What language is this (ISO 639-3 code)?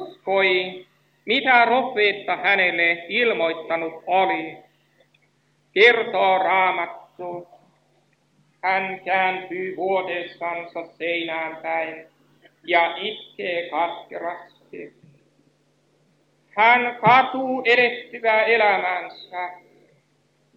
fin